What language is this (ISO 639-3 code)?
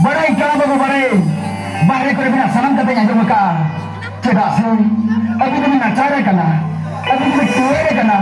sat